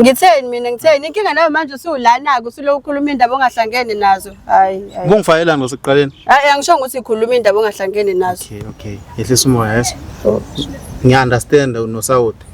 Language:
Zulu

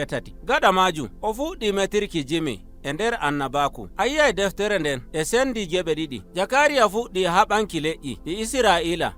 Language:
Nigerian Fulfulde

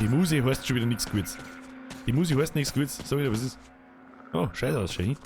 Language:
Bavarian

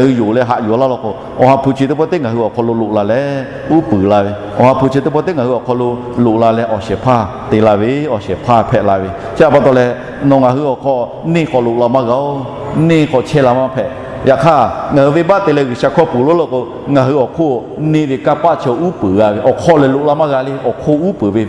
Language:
Lahu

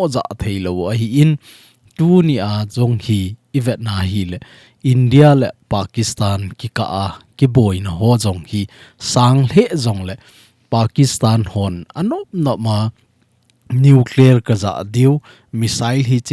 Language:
Thado Chin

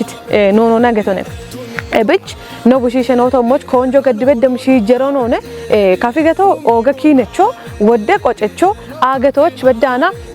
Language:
Kafa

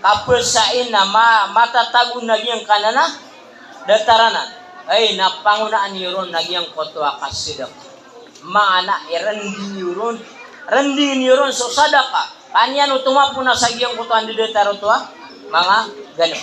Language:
Maranao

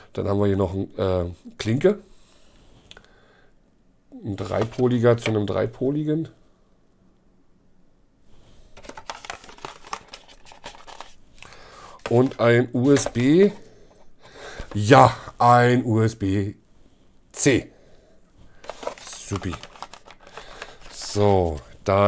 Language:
German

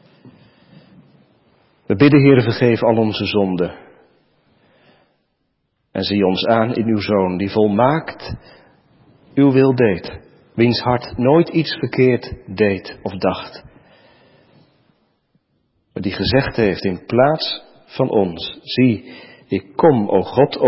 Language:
Dutch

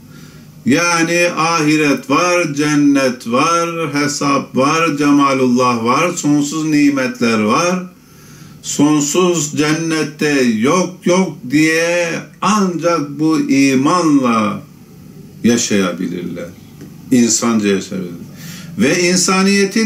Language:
Turkish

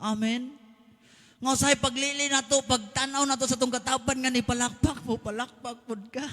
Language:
Cebuano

